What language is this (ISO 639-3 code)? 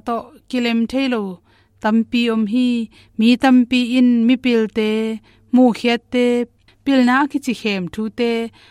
ctd